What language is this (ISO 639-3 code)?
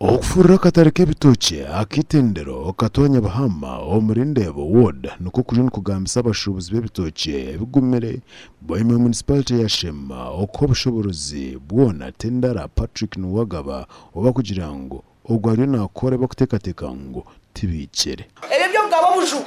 nyn